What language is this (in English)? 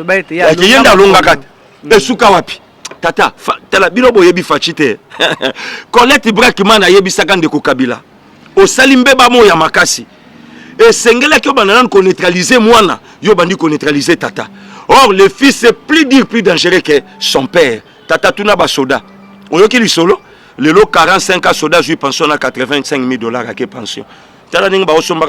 Lingala